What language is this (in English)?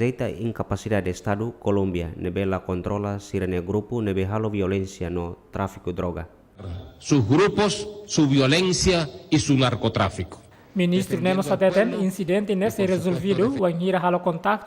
Tetum